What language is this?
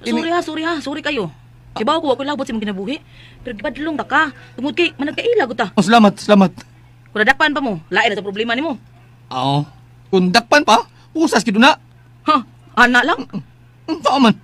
Cebuano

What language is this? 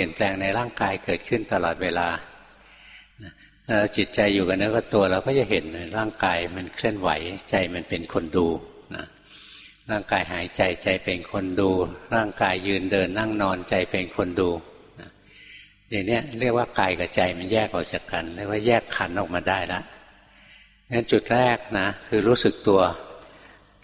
Thai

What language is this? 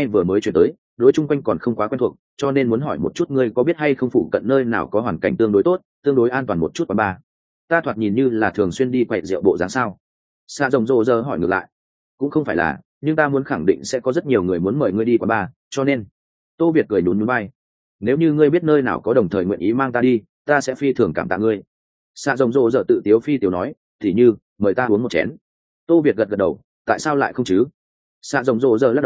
Vietnamese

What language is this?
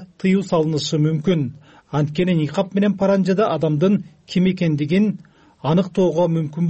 Kyrgyz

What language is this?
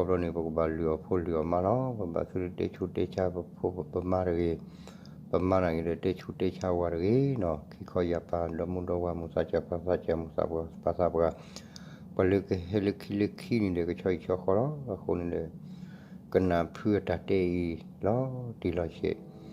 S'gaw Karen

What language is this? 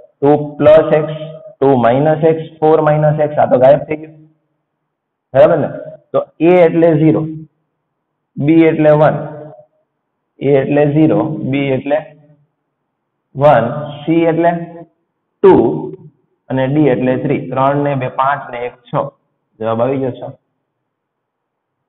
Gujarati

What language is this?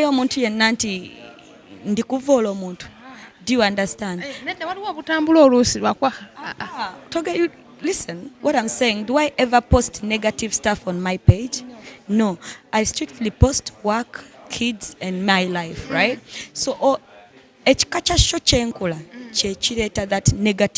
Ganda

